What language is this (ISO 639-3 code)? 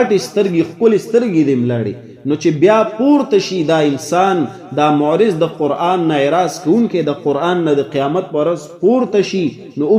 pus